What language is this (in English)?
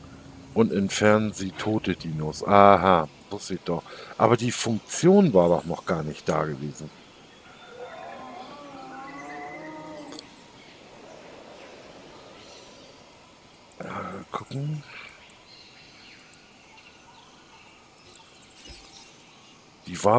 German